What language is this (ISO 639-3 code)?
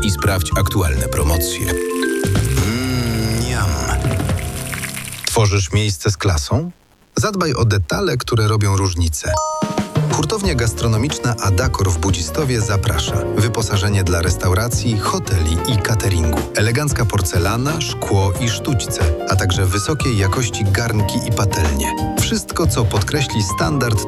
pol